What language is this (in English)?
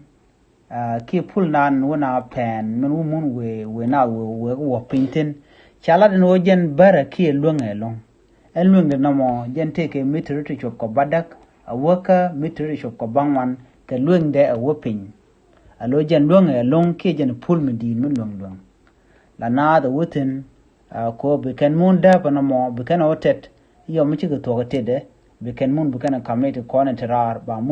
Nuer